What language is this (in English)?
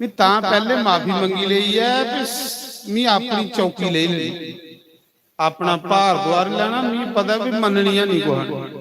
Dogri